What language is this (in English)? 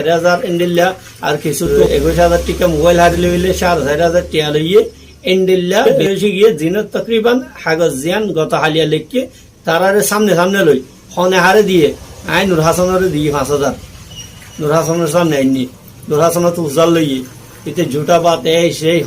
Rohingya